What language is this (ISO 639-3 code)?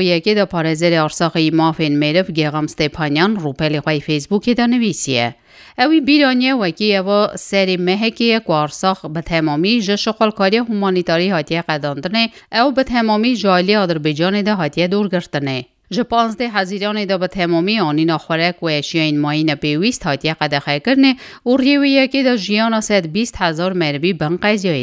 kur